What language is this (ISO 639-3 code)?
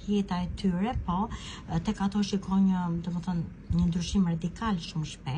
sqi